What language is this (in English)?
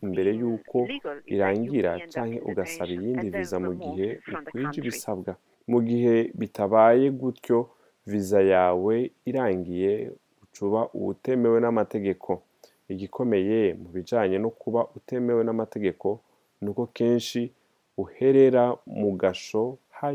Rundi